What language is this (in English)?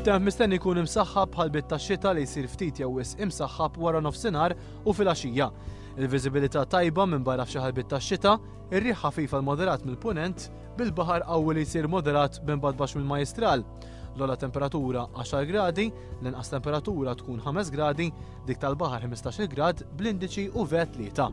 Maltese